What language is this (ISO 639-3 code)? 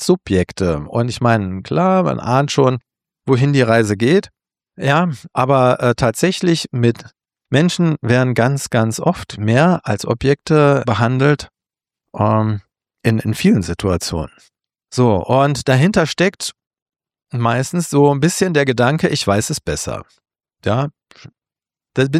deu